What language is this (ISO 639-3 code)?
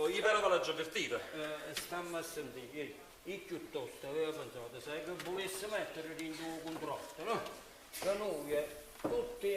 nap